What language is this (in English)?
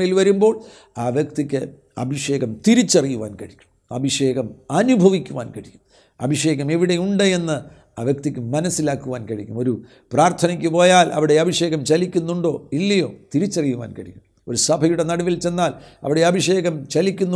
Malayalam